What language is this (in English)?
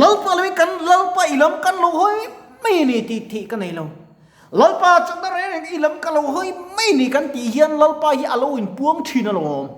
Mizo